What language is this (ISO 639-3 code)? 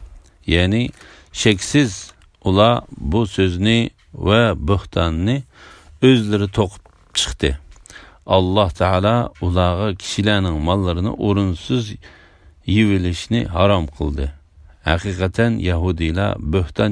uig